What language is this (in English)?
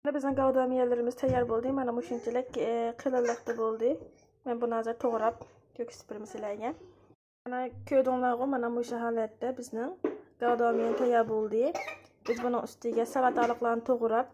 Uyghur